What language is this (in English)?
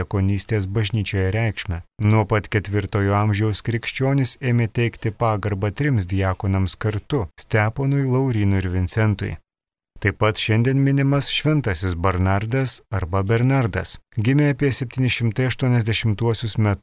Lithuanian